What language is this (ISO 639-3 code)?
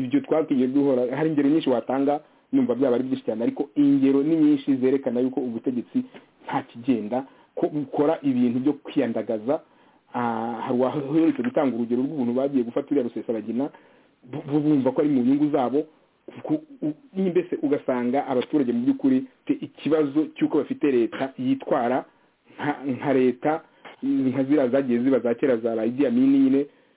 kin